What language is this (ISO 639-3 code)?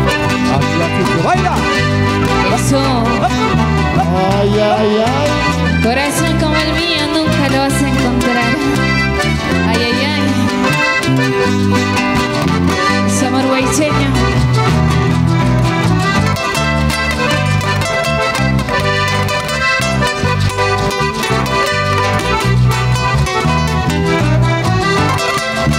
spa